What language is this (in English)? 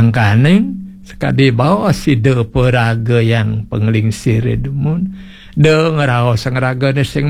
Balinese